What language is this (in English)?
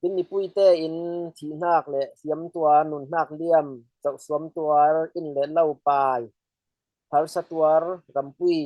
Falam Chin